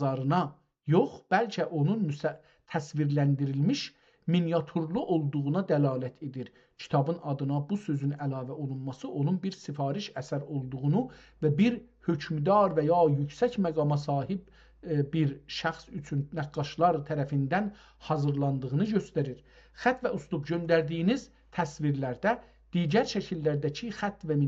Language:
South Azerbaijani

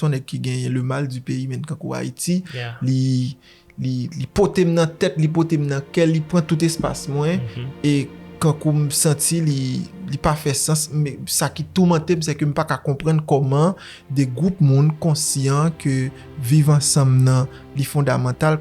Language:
Haitian Creole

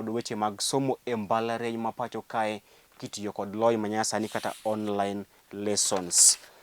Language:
Luo (Kenya and Tanzania)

